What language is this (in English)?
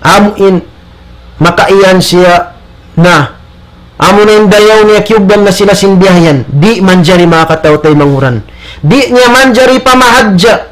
Tausug